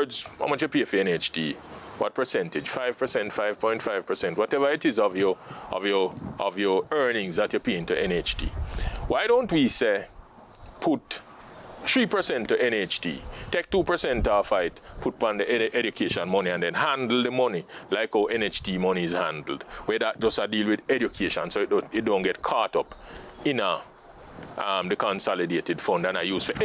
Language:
Jamaican Creole English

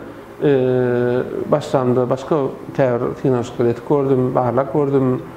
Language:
Turkmen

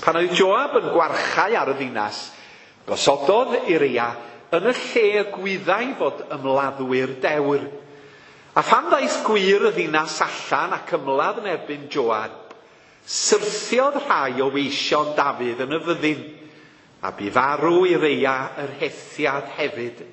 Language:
Welsh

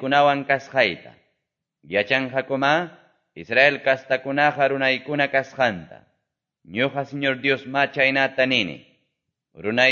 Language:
Quechua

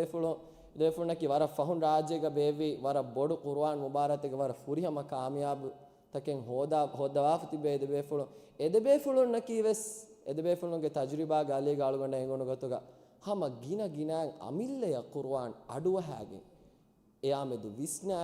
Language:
Divehi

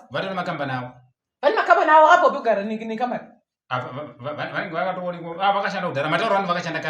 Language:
Shona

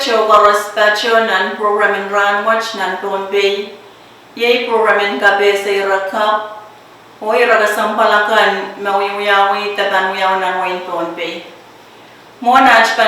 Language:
Pohnpeian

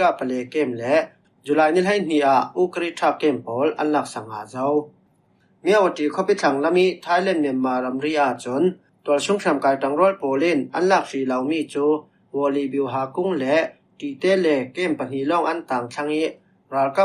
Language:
Falam Chin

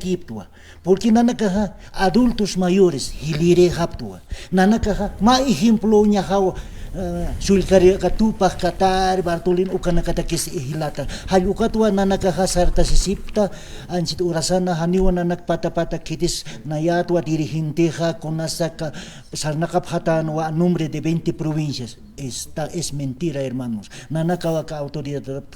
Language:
Aymara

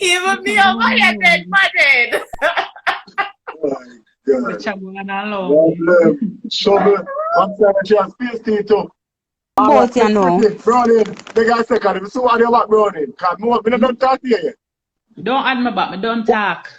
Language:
Jamaican Creole English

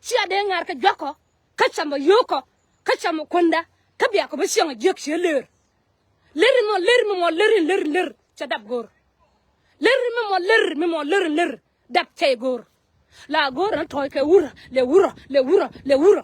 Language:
Nuer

